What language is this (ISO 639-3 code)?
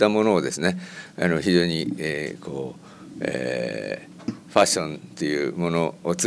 jpn